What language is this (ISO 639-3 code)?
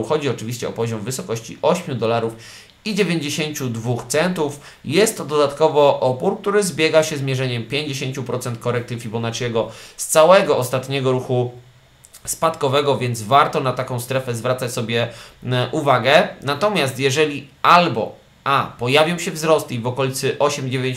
pol